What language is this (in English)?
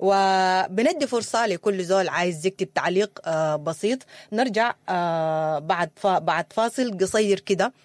Sudanese Arabic